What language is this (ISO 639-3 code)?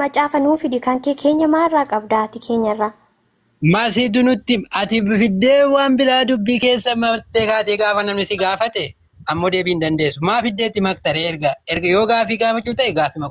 orm